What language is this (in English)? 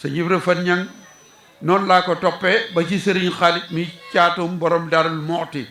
Wolof